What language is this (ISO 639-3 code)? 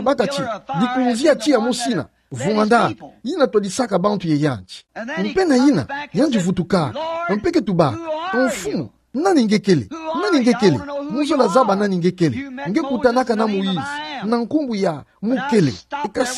ktu